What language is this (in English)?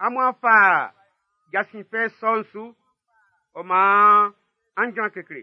Baoulé